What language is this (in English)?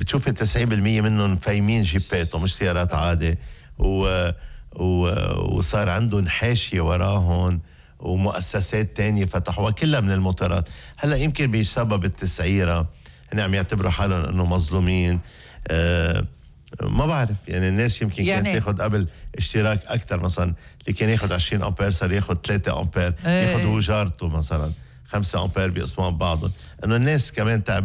North Levantine Arabic